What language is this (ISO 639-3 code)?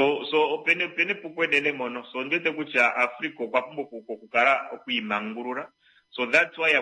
kua